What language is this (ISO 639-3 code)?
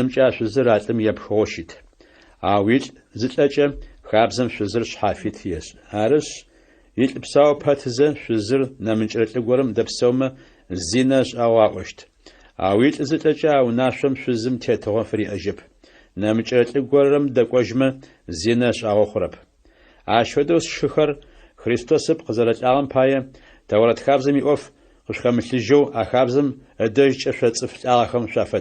ady